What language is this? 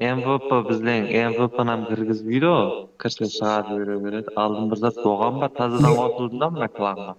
Kara-Kalpak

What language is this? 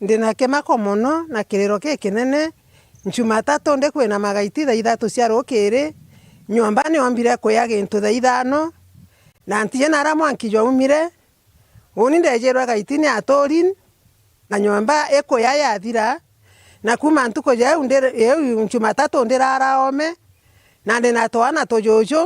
Meru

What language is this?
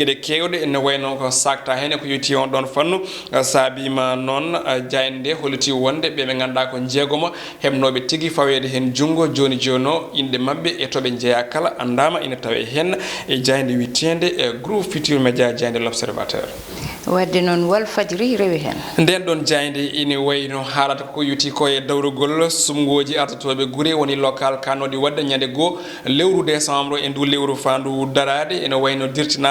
Fula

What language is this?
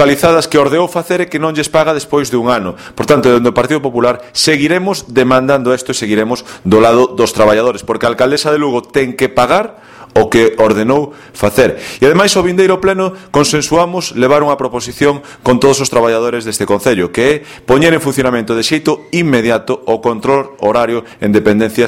Galician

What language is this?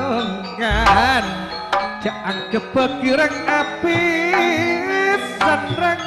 Madurese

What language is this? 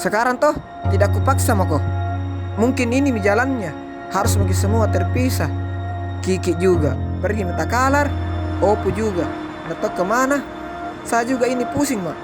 Makassar Malay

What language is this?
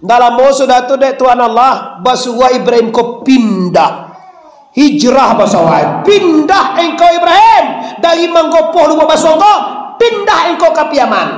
Minangkabau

